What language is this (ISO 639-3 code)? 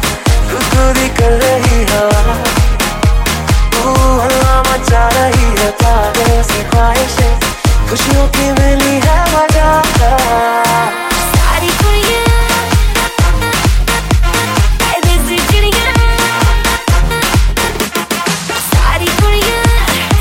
hin